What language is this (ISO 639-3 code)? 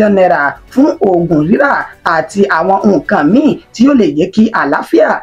yor